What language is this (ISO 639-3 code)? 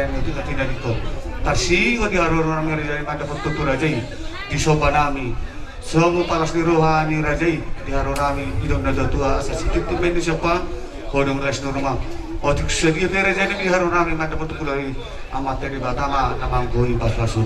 bbc